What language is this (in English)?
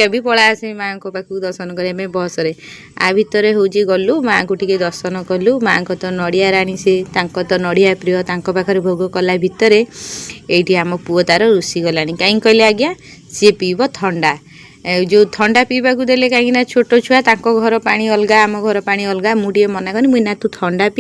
Odia